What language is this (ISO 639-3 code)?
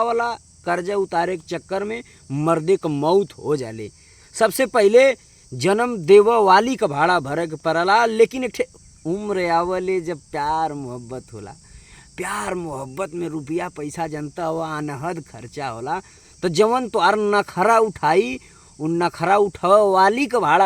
bho